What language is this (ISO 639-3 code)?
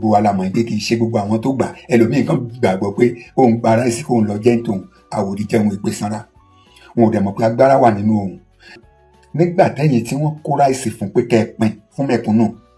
yor